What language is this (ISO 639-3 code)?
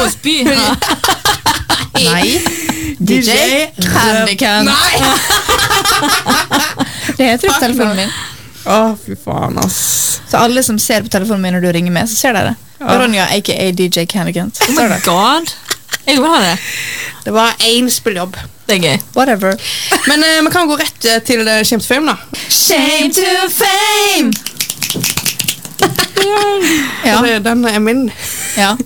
nor